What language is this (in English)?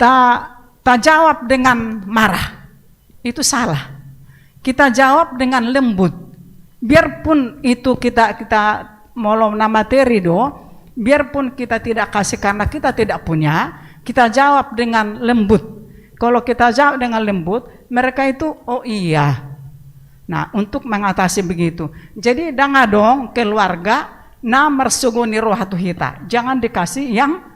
Batak Toba